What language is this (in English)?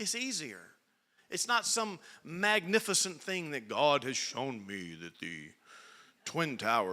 English